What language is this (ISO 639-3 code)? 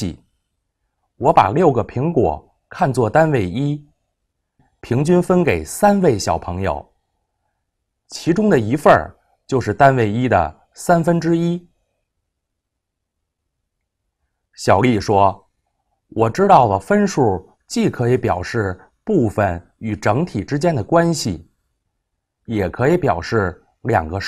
zho